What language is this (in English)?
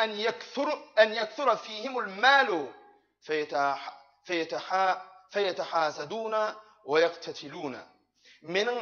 Turkmen